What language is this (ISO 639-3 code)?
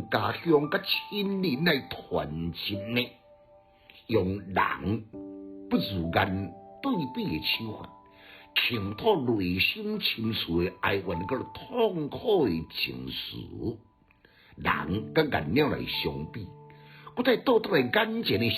nan